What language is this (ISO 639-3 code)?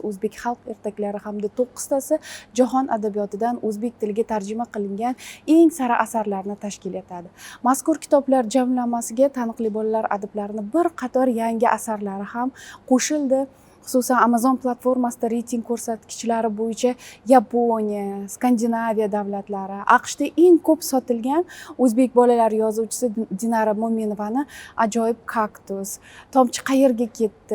uzb